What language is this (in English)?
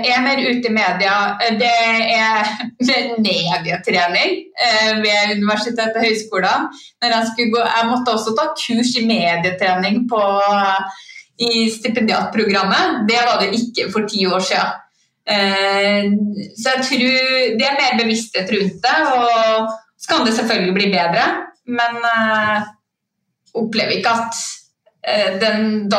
Norwegian